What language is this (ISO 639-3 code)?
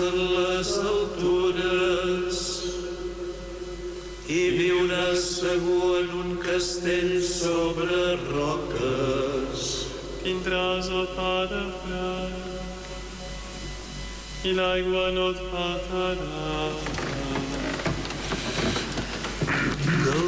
cat